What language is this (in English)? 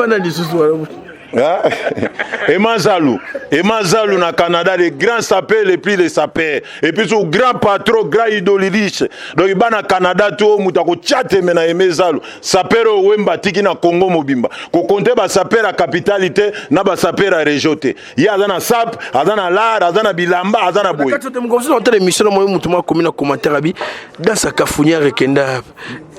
Lingala